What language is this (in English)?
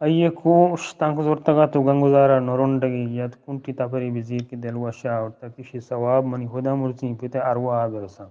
Eastern Balochi